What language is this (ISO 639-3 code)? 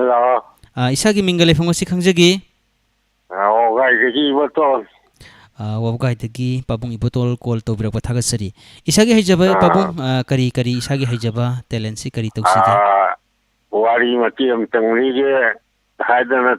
mni